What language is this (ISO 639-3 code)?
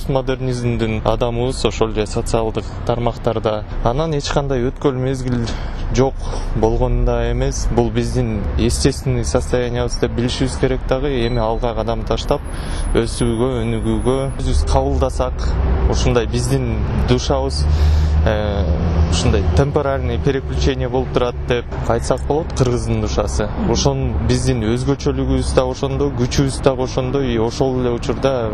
kir